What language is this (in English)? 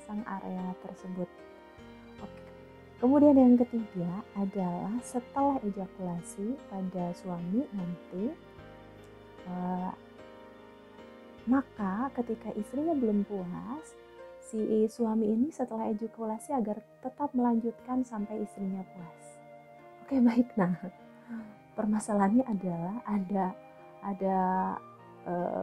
Indonesian